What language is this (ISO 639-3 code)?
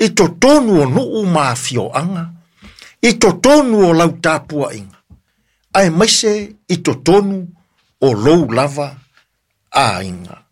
smo